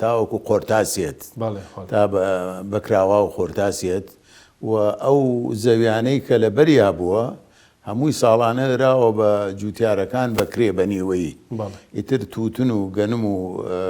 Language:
Central Kurdish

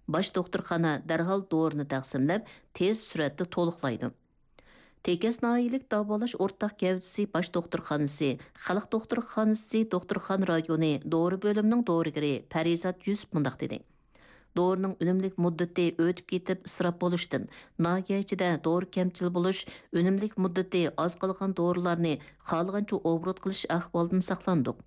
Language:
Uyghur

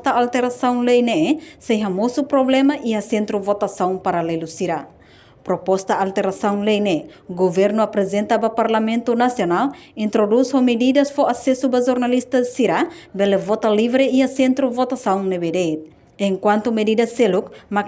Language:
Tetum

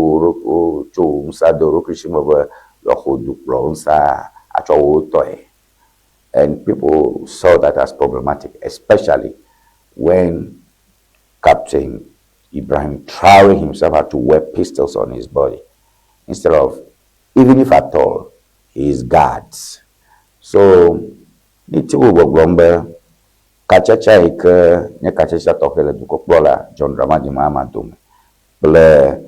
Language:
Ewe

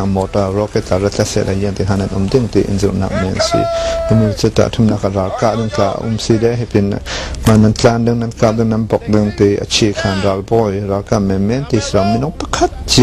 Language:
Hakha Chin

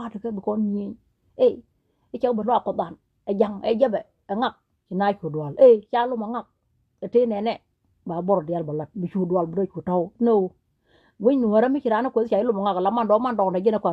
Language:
Nuer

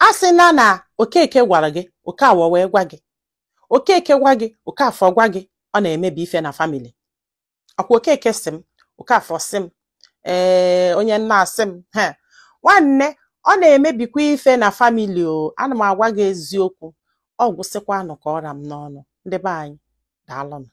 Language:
Igbo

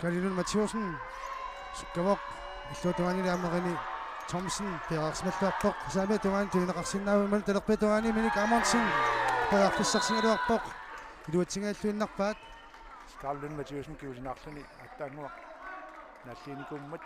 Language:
Kalaallisut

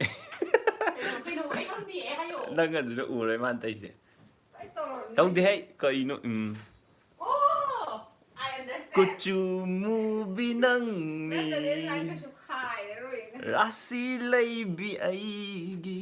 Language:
Manipuri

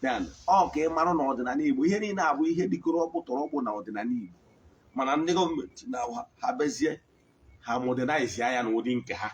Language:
Igbo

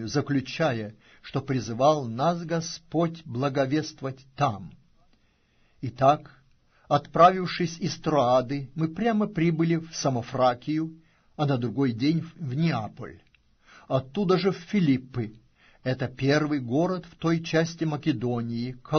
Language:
Russian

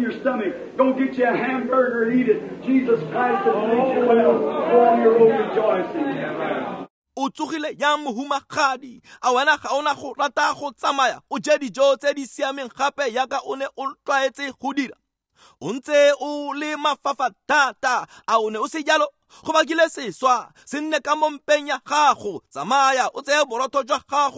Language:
Tswana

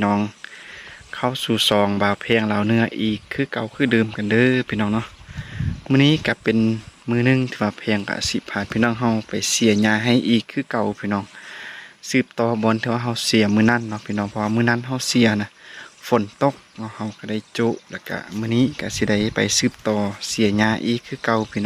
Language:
Lao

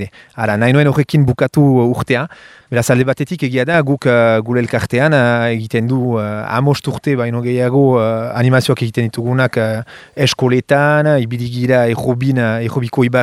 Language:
Basque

